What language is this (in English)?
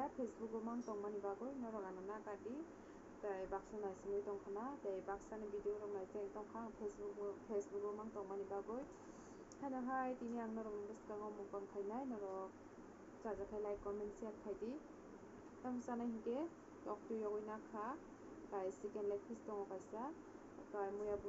Kok Borok